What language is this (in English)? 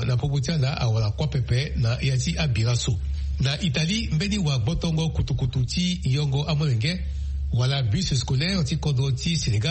Sango